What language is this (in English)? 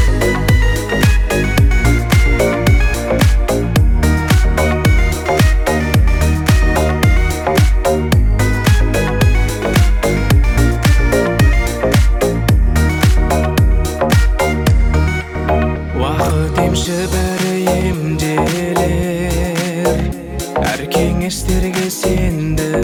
Kazakh